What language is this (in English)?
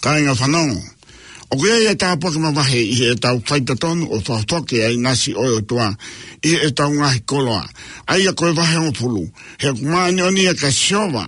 Tongan